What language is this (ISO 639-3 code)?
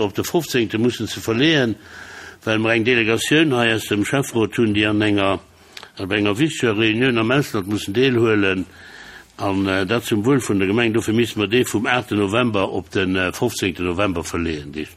ltz